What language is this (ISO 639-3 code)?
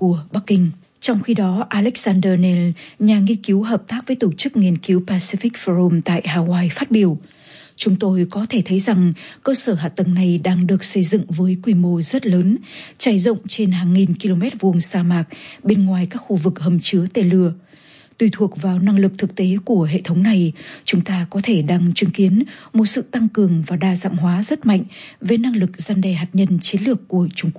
vie